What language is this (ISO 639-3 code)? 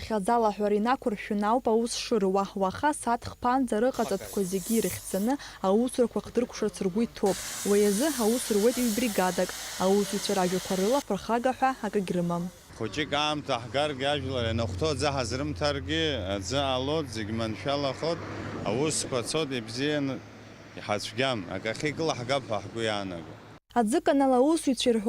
abk